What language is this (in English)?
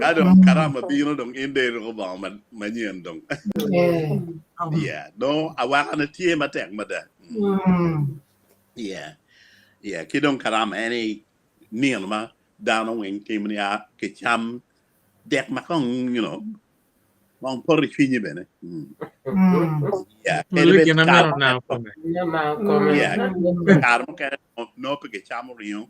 Acoli